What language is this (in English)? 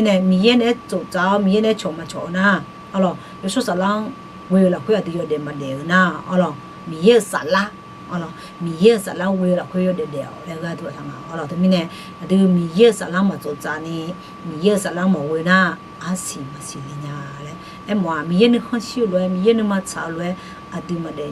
Akha